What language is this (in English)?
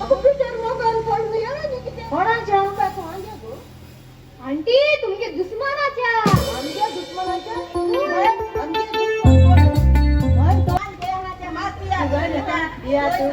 Konkani